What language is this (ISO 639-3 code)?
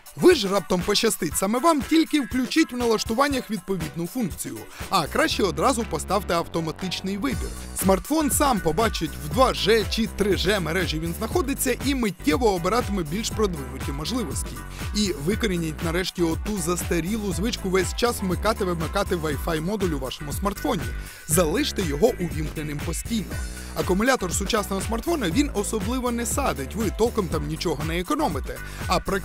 ukr